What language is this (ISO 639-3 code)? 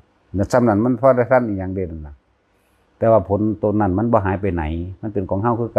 lao